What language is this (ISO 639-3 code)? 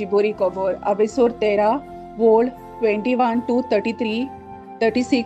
kok